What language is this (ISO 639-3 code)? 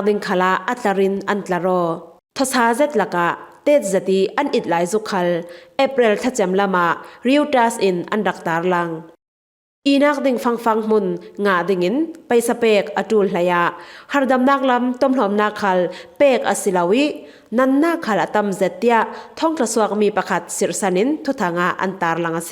cfm